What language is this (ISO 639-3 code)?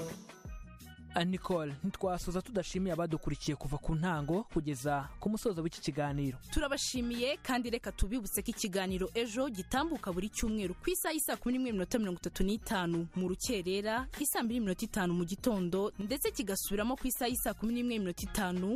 kin